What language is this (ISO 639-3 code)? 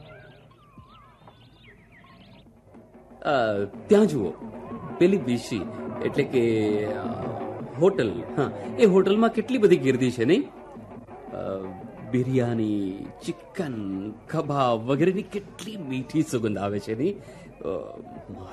guj